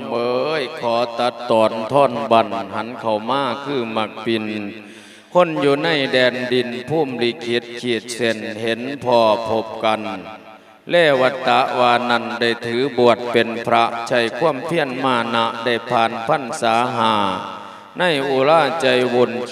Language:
Lao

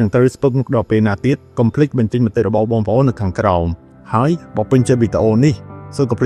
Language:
Khmer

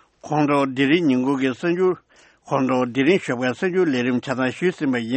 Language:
Tibetan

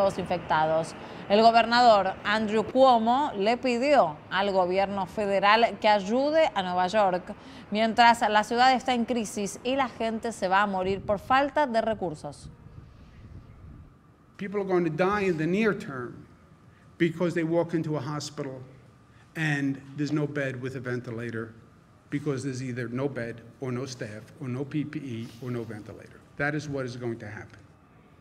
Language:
Spanish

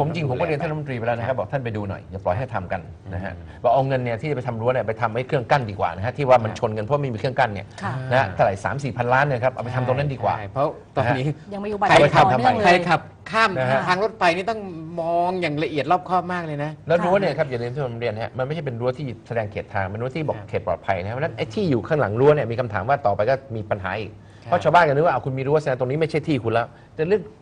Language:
Thai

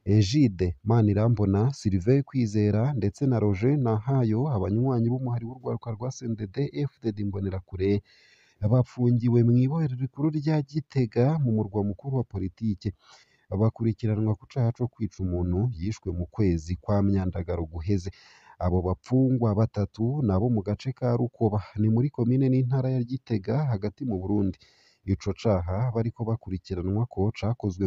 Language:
Rundi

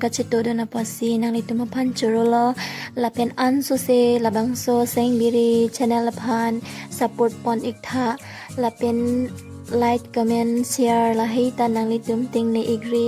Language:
Karbi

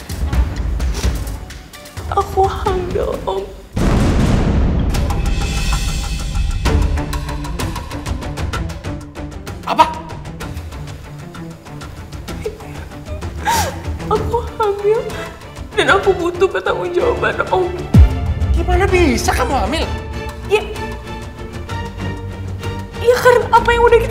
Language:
Indonesian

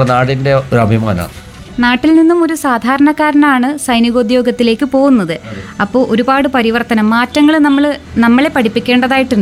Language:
Malayalam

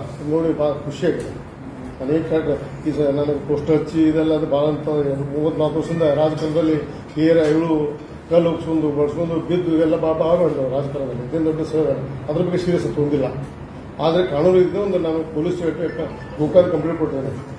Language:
Kannada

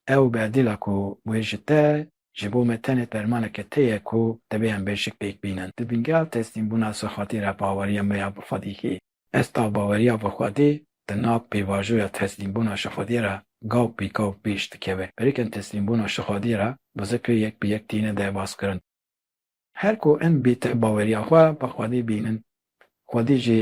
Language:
Kurdish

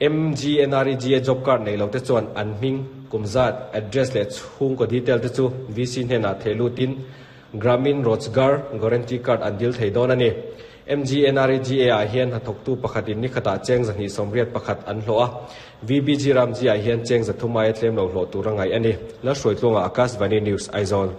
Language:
Mizo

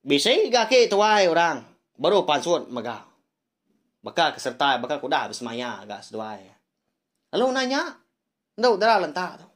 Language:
Iban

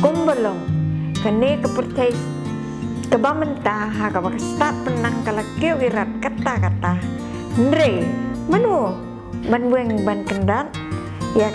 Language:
Khasi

